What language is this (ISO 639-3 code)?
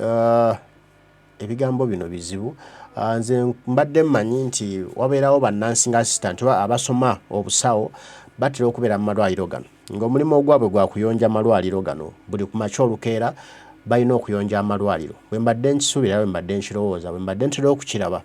lug